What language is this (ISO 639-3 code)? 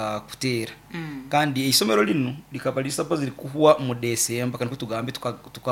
nyo